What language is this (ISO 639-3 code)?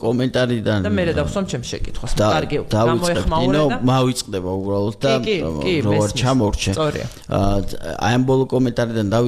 kat